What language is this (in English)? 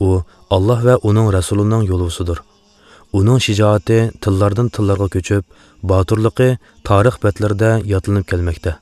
Uyghur